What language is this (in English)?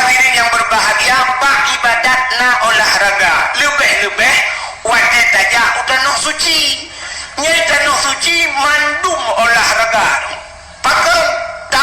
Achinese